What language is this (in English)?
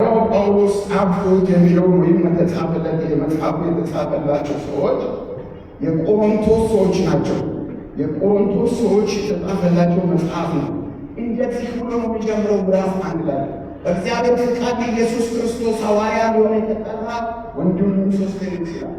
Amharic